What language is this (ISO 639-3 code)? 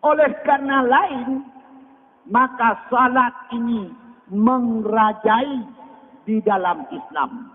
ace